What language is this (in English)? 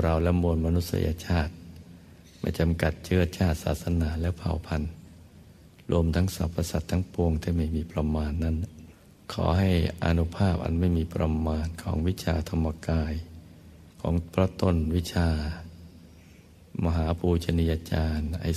Thai